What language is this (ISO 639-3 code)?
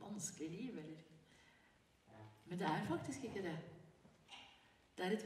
nor